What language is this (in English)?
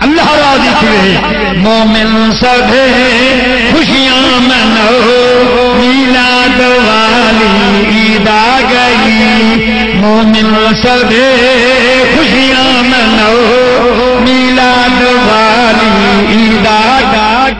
Saraiki